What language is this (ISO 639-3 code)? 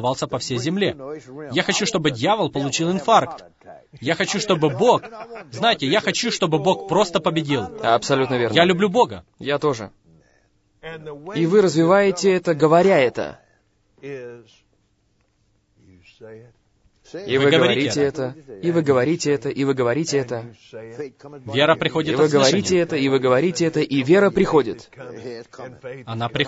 rus